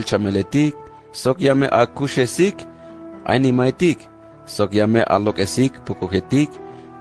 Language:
Tzeltal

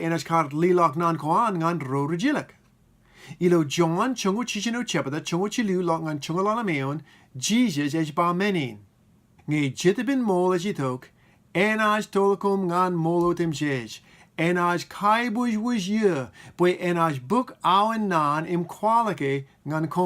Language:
Marshallese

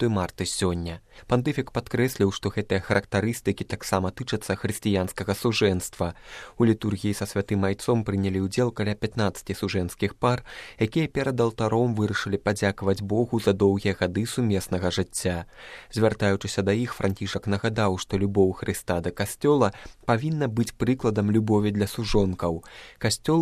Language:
Belarusian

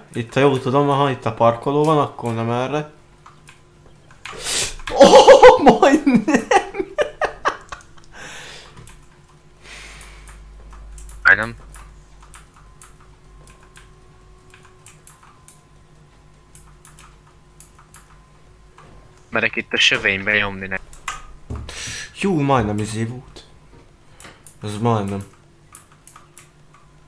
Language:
Hungarian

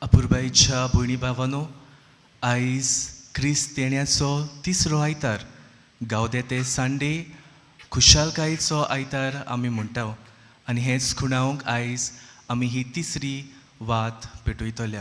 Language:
Konkani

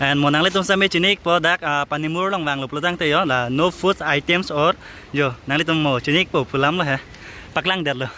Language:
Karbi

